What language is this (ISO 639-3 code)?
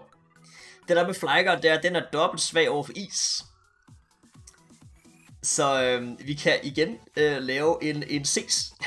dan